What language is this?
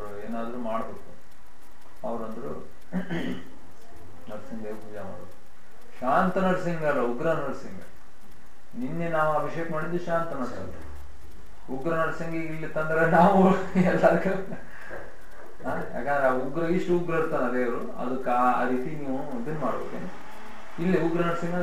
Kannada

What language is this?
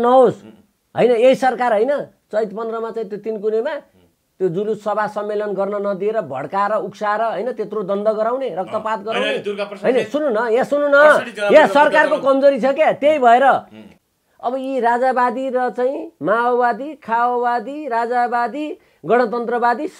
Nepali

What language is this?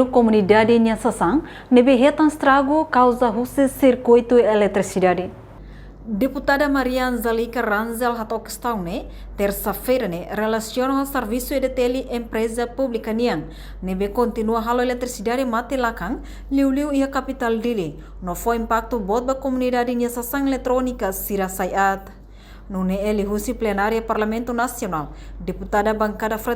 Tetum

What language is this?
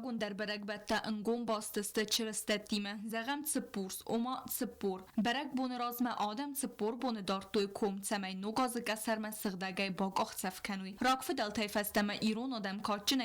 Ossetic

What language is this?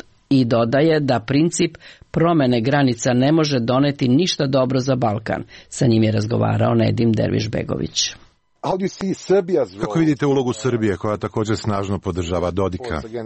Serbian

